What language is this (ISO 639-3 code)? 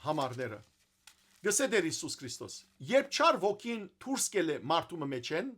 hyw